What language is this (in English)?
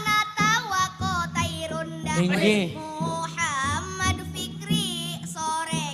Banjar